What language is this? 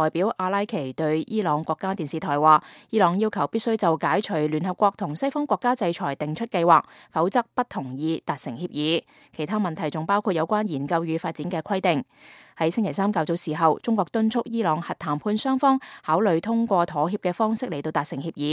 Cantonese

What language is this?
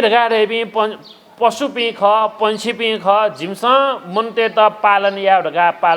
Newari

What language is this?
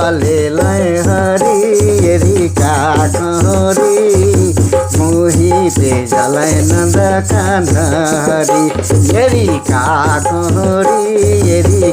Sadri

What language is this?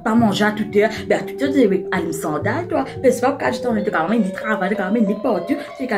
Morisyen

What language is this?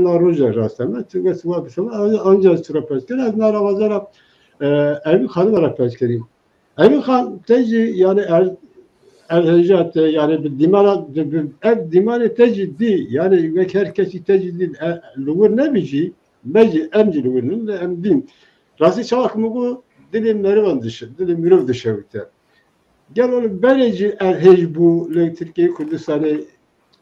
Kurdish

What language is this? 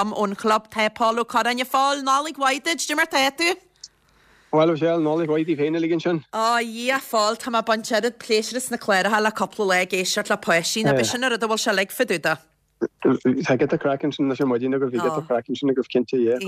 Irish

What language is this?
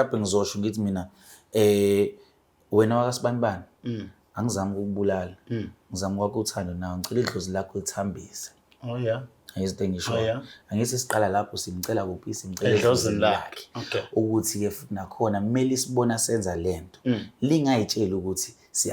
Zulu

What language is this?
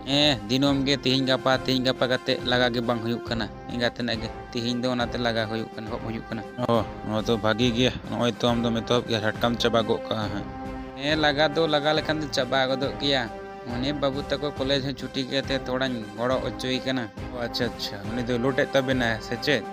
Santali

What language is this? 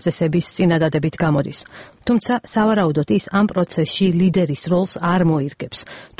Georgian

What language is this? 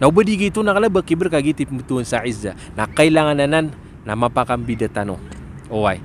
Maranao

